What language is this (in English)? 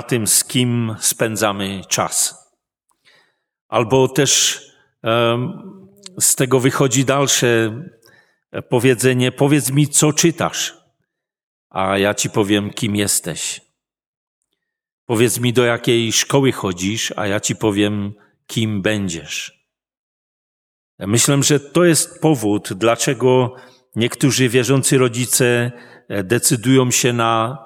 Polish